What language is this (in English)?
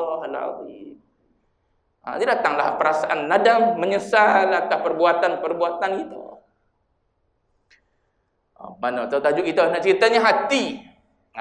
Malay